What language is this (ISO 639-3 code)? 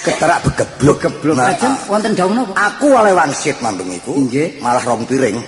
jav